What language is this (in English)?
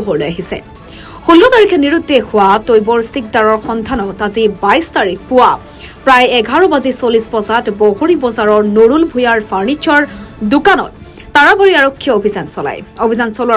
Assamese